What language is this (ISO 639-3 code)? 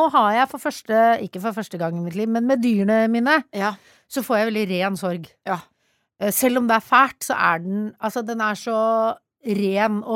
nor